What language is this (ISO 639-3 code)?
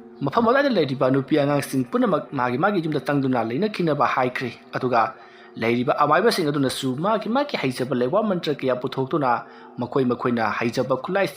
mni